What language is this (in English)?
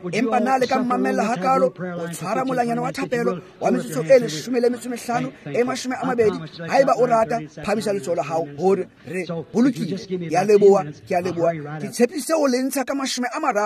Tswana